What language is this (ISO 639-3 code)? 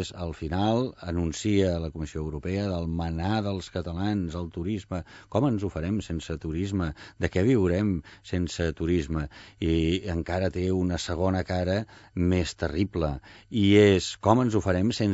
cat